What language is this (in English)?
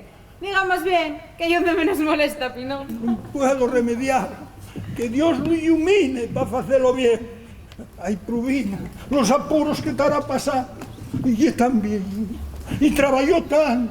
Asturian